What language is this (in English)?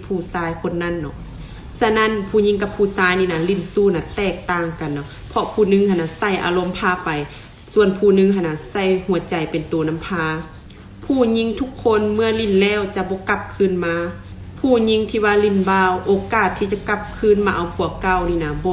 Lao